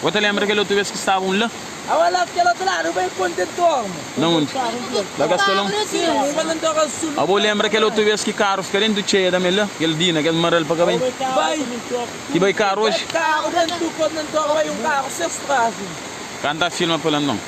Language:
Kabuverdianu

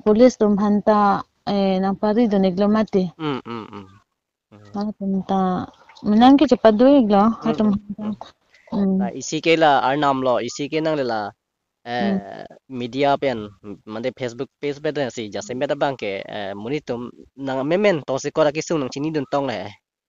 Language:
Karbi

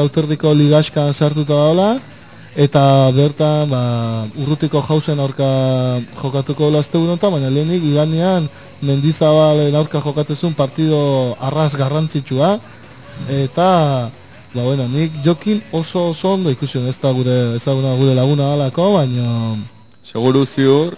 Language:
Basque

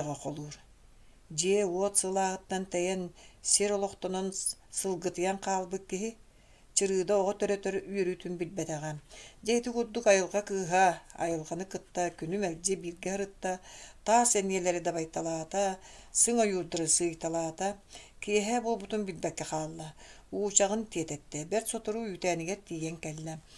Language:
Yakut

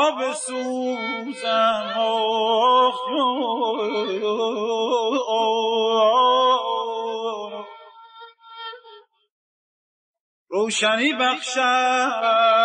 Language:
Persian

